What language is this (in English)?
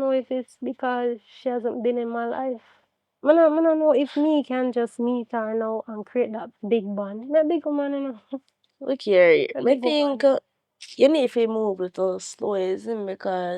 Jamaican Creole English